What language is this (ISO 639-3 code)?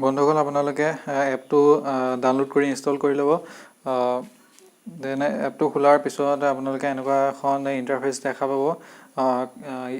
asm